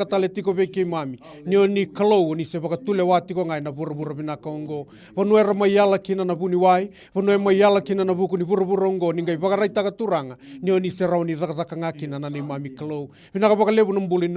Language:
Fijian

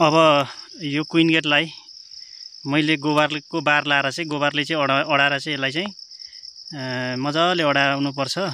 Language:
Nepali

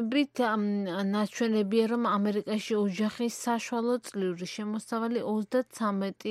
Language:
Georgian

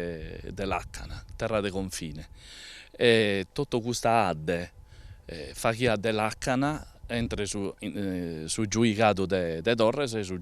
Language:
Sardinian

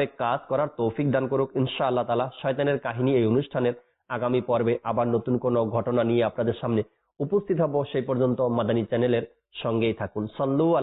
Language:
Bangla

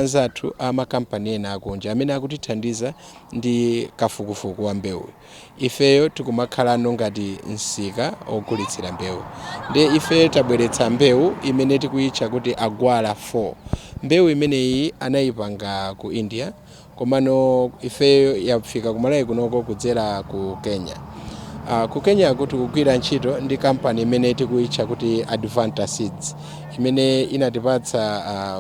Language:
Nyanja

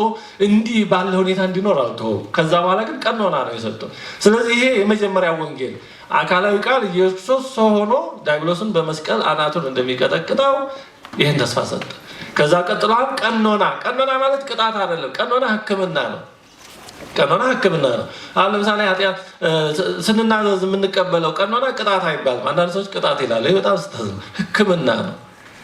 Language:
Amharic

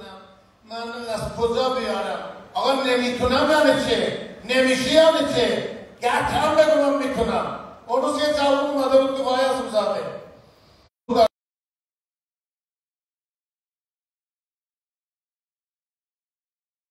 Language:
Persian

